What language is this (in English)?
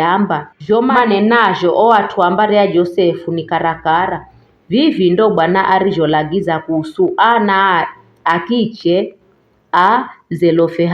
Giryama